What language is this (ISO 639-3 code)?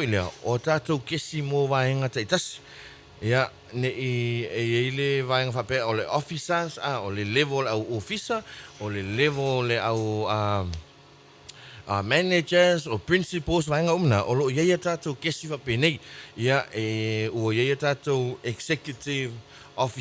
smo